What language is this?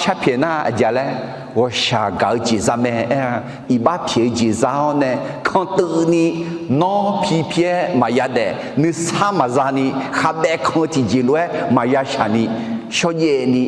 Akha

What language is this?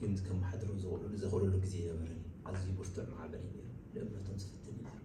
Tigrinya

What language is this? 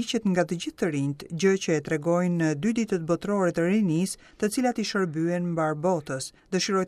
Albanian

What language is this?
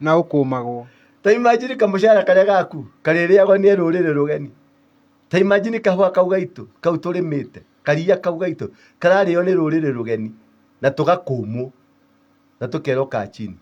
Kikuyu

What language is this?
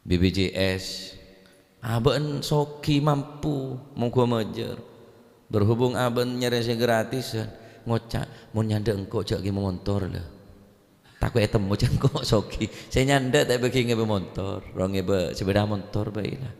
Madurese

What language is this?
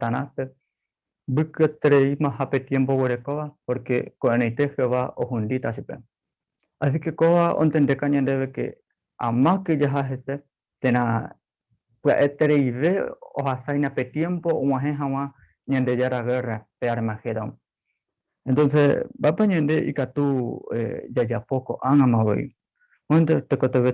Guarani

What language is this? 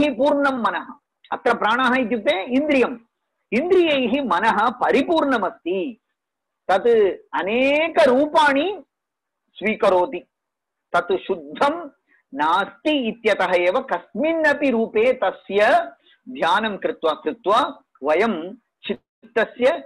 Sanskrit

